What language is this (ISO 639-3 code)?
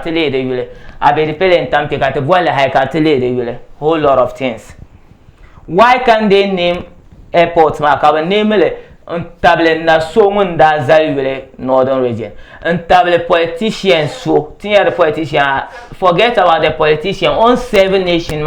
dag